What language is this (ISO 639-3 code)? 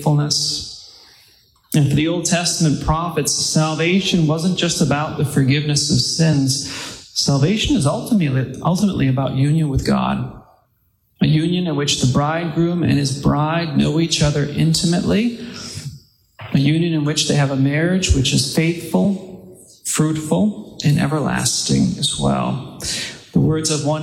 eng